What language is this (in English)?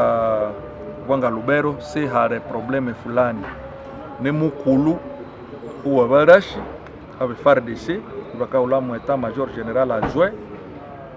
Swahili